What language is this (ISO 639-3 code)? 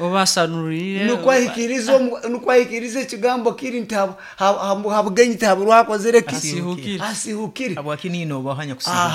nyn